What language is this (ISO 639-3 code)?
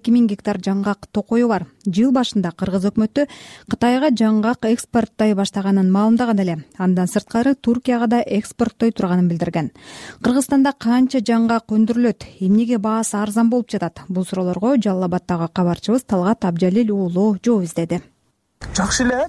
kir